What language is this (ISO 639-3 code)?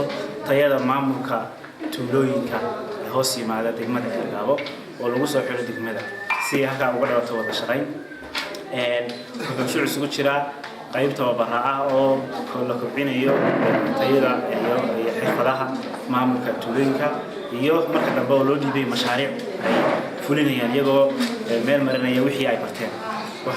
som